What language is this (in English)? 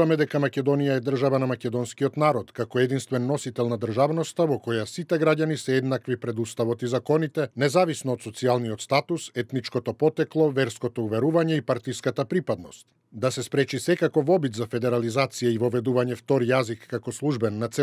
Macedonian